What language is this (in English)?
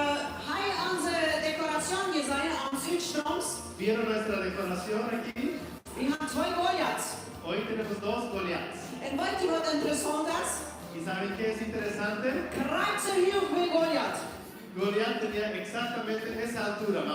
Plautdietsch